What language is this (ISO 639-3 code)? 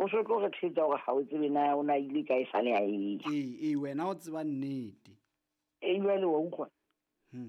sot